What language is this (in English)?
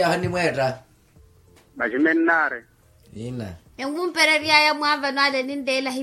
Makhuwa